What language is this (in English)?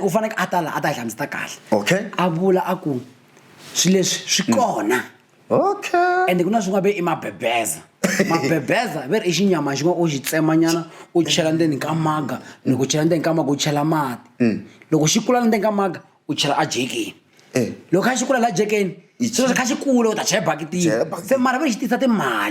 Tsonga